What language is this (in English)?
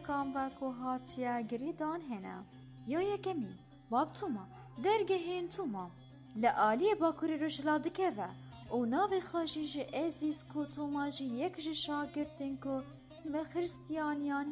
Kurdish